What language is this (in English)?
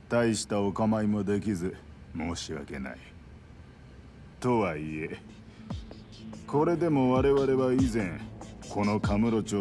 Japanese